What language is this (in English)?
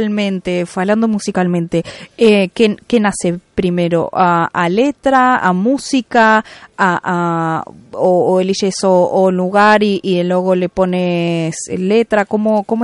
Galician